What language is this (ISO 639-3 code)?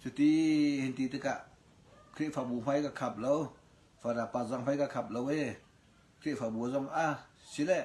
cnh